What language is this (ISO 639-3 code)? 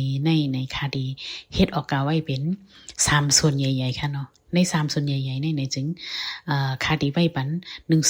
shn